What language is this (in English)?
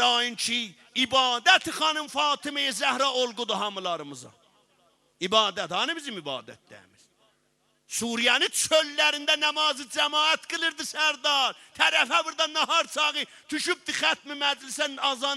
South Azerbaijani